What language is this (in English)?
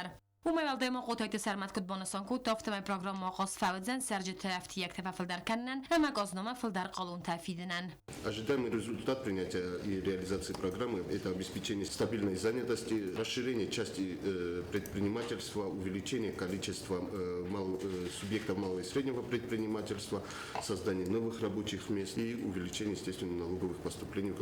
Ossetic